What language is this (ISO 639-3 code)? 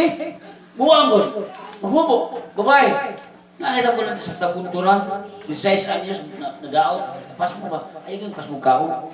ceb